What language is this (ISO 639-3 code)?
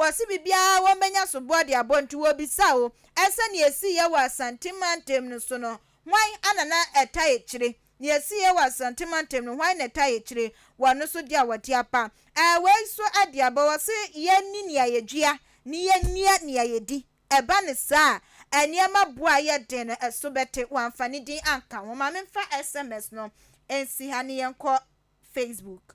aka